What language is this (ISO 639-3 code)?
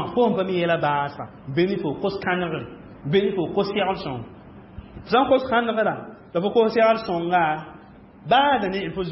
mos